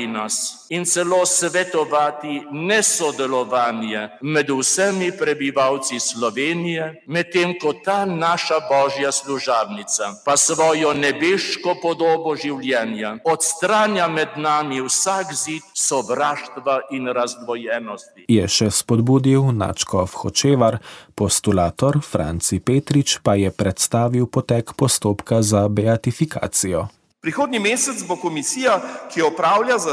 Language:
Slovenian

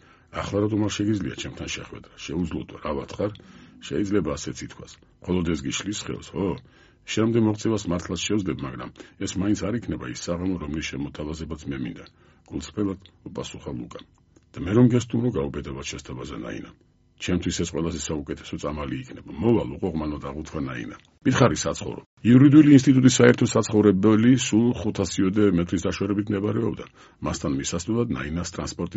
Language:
Georgian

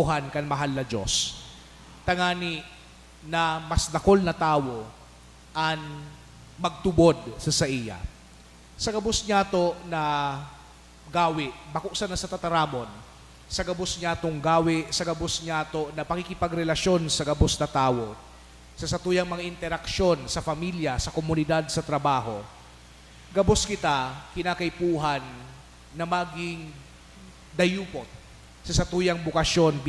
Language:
Bikol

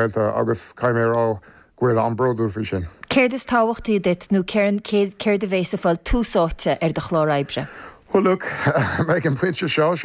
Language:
Irish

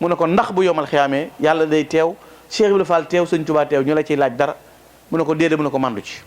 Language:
Wolof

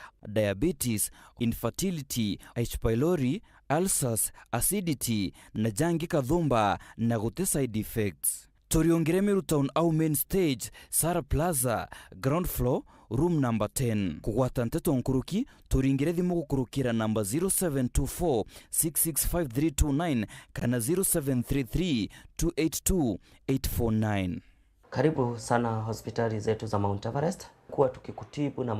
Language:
Meru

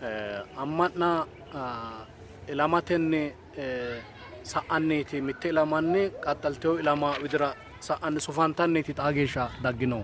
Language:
Sidamo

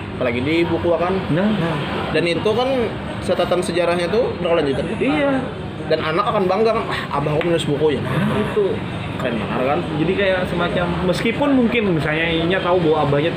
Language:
Banjar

